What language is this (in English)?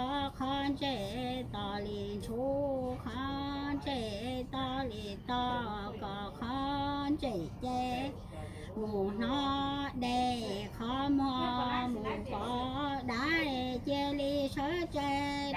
Hmong